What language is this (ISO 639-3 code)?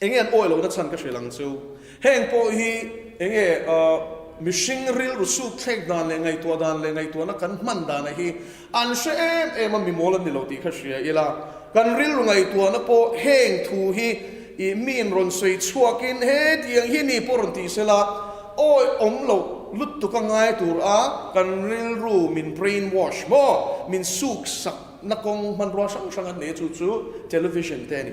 lus